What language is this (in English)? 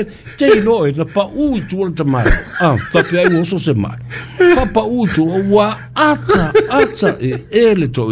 Samoan